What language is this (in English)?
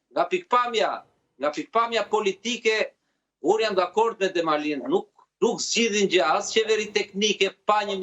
Albanian